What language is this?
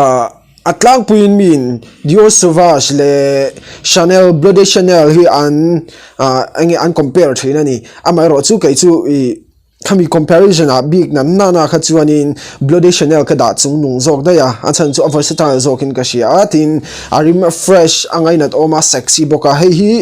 Mizo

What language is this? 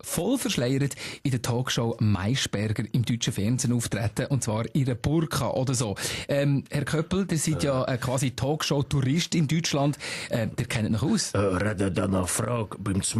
Swiss German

